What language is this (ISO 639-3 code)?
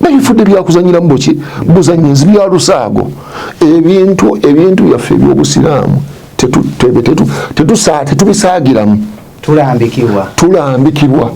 lug